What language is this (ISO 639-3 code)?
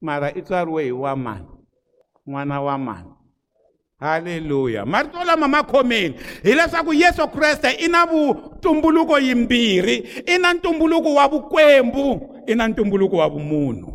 tso